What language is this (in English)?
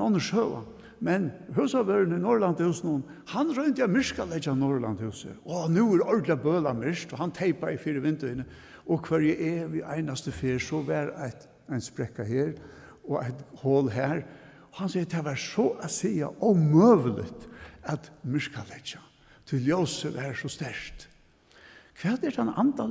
Faroese